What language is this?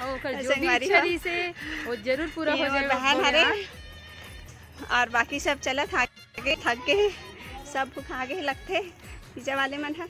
Chhattisgarhi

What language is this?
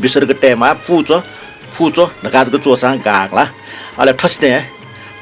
Newari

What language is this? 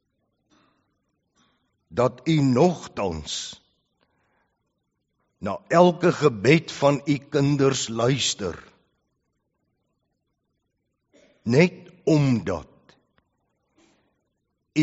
Afrikaans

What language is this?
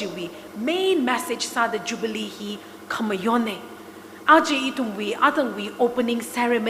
Tangkhul Naga (India)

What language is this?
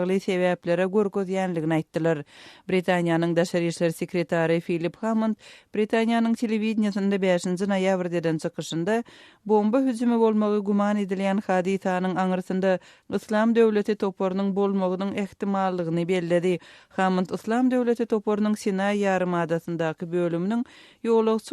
Turkmen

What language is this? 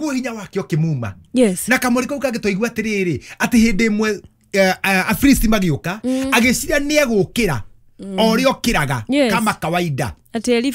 Kikuyu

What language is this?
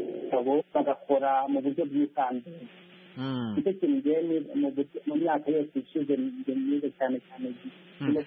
Kinyarwanda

